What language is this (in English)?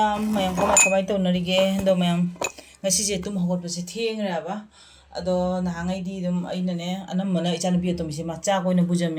Manipuri